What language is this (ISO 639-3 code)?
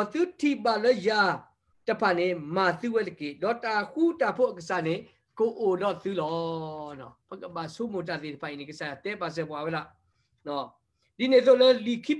ksw